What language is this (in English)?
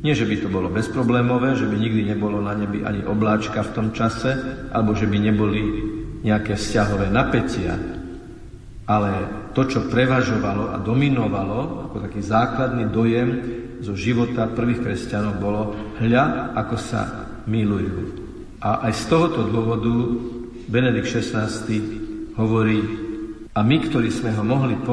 Slovak